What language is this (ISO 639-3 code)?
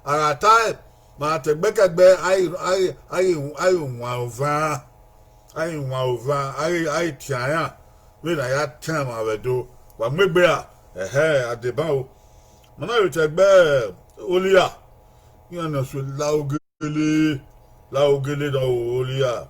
bin